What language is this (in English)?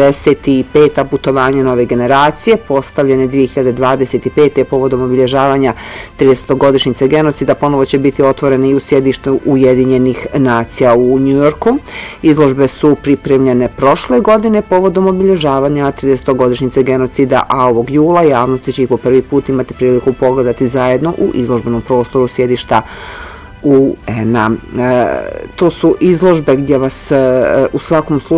Bosnian